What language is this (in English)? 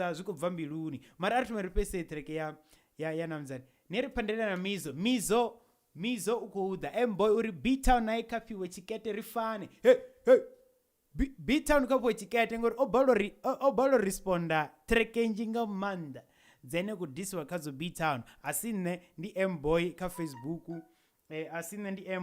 Venda